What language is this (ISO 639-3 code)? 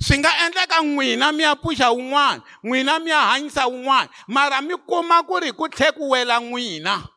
tso